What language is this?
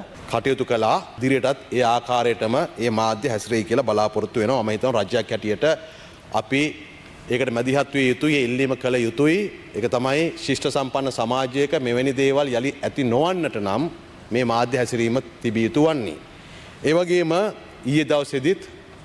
Sinhala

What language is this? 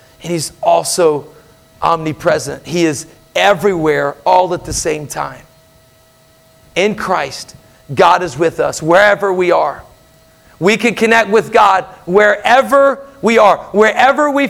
English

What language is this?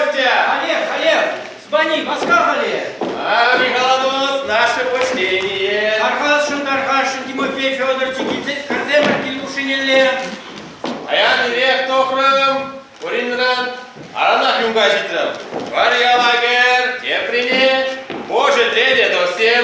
Chuvash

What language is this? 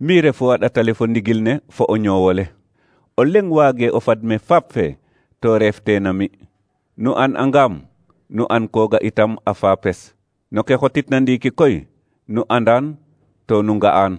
Serer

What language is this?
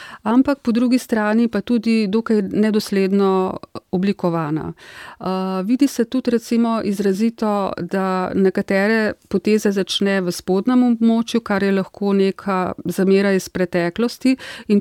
Slovenian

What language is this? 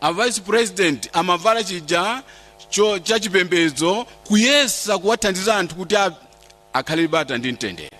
Nyanja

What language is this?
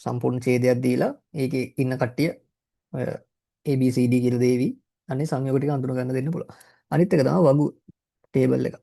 Sinhala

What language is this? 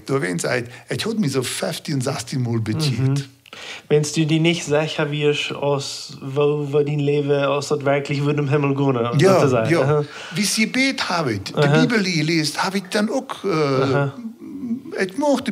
Plautdietsch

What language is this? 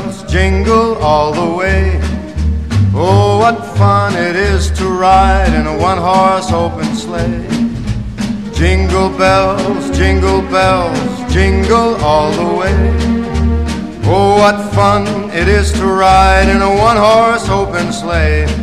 English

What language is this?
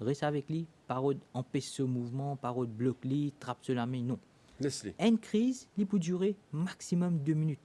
Morisyen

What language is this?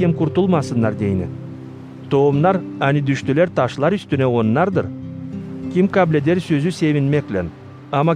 Gagauz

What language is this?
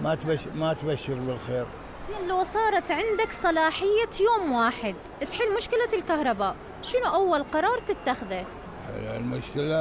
Mesopotamian Arabic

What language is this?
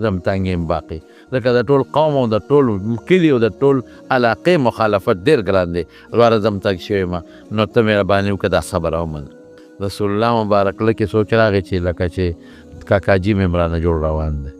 Pashto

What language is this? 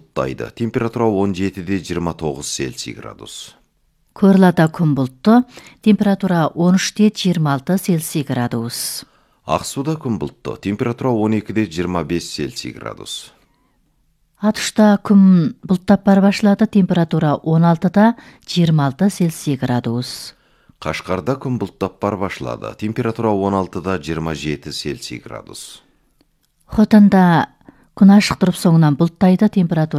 Kazakh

